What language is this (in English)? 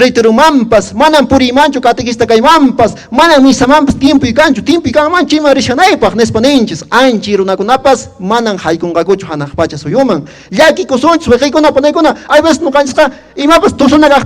Quechua